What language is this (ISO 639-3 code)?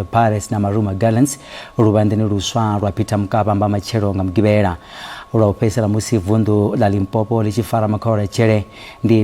ven